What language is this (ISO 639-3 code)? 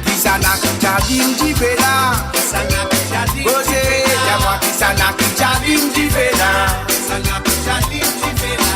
mfe